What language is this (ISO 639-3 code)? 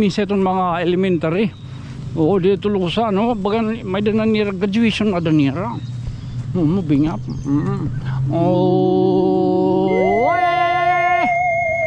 war